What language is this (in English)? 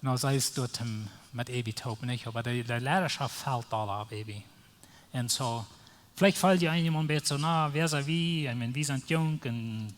Plautdietsch